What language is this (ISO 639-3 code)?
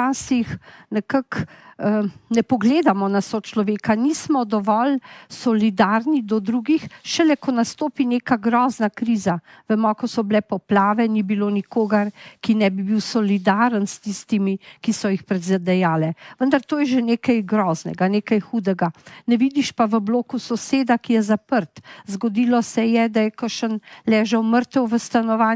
slv